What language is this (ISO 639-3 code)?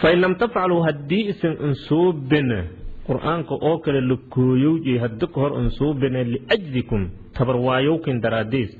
som